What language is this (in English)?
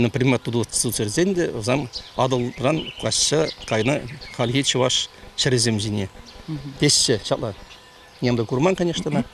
Chuvash